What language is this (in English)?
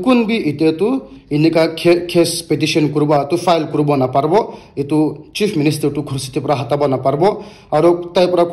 Naga Pidgin